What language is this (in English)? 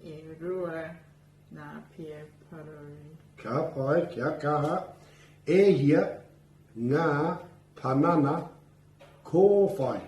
Māori